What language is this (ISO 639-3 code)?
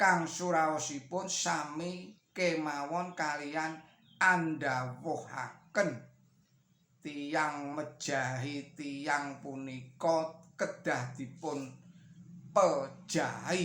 jav